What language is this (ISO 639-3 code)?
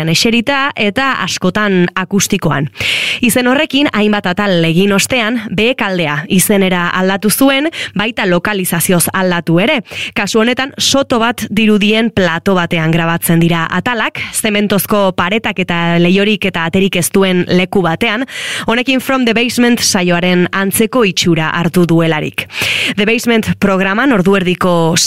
eus